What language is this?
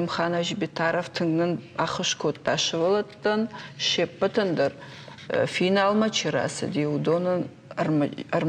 Ossetic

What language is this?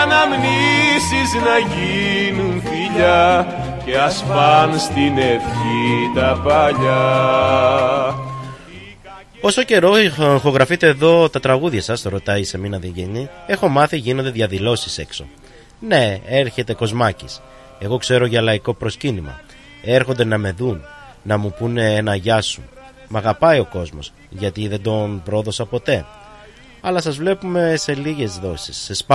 Greek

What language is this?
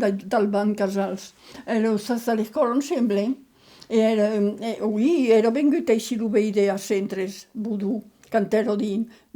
Occitan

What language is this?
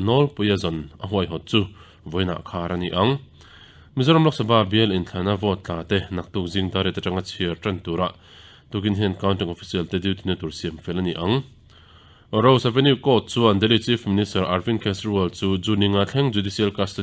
Mizo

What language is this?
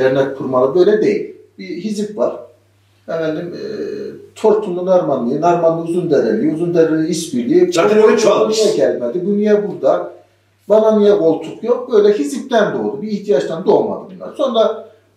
Turkish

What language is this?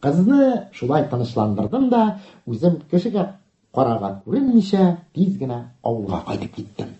Tatar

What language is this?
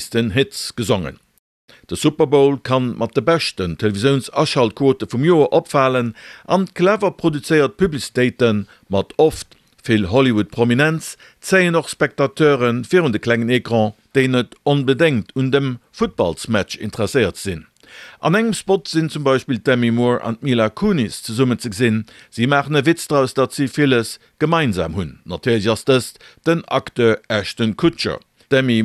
Luxembourgish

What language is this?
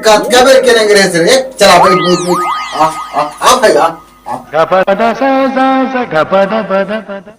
Chhattisgarhi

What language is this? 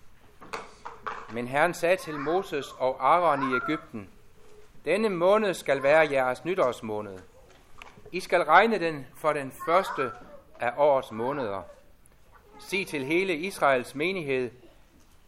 Danish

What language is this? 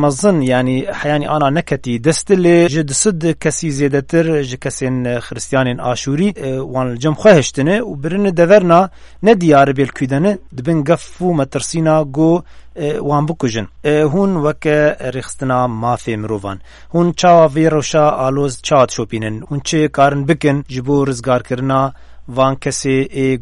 Kurdish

